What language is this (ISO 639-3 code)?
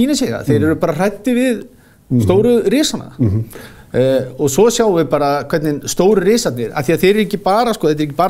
isl